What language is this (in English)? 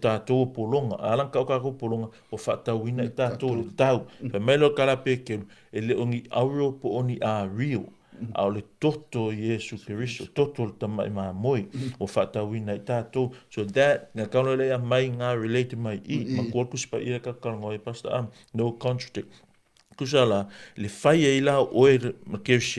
Samoan